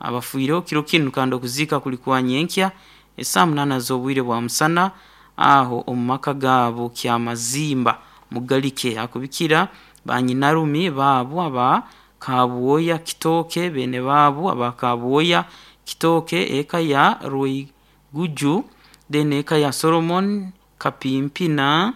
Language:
Nyankole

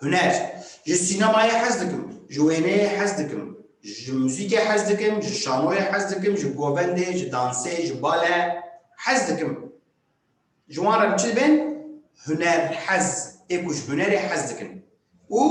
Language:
Kurdish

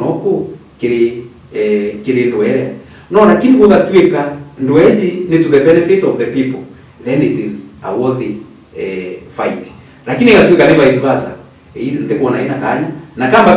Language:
Meru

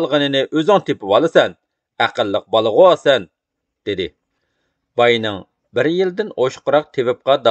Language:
Uyghur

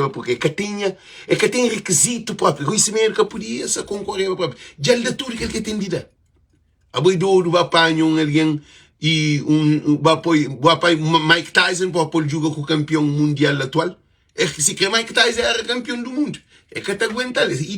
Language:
Kabuverdianu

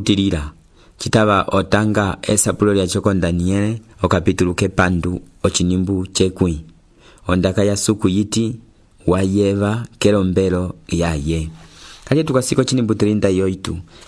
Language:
Umbundu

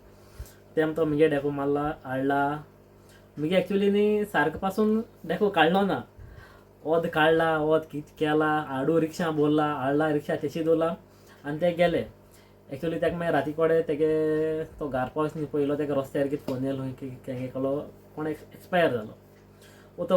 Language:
Konkani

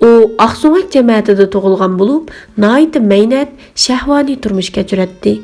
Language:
Uyghur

